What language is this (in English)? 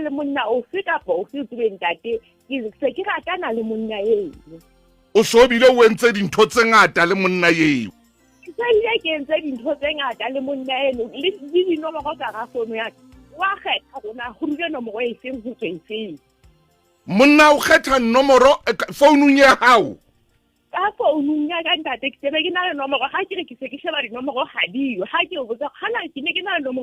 Southern Sotho